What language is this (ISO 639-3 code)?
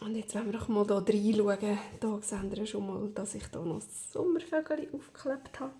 gsw